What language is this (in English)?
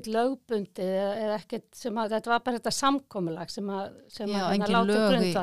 Icelandic